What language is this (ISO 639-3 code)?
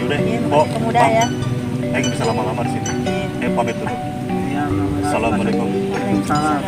bew